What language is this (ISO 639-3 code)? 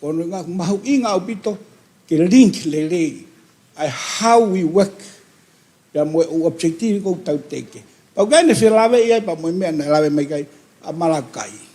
ton